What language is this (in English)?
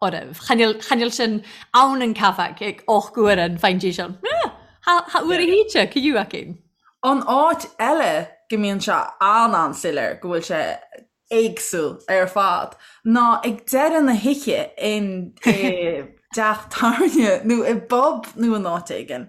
Irish